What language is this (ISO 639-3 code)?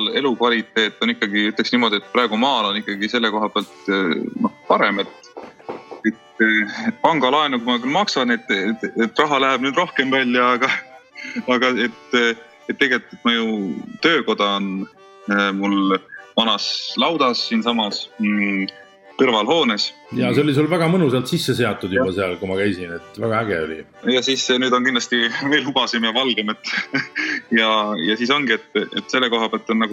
est